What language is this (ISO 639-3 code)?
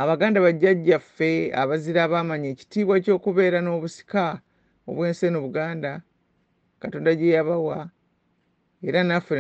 lug